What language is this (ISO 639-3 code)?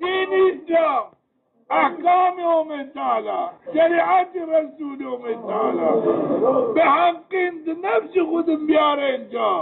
zza